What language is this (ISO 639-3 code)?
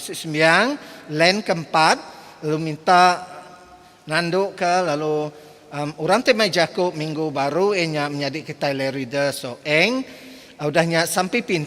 iba